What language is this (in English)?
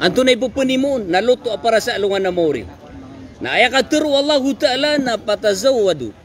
Maranao